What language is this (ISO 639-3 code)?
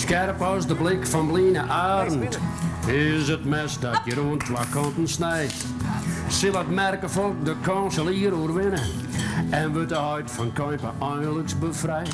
fry